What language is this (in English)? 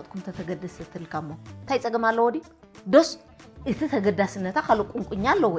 Tigrinya